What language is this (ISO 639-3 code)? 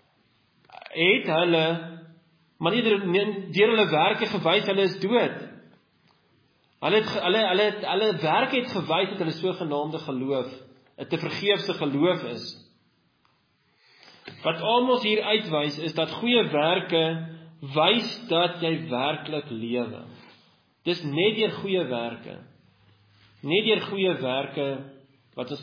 afr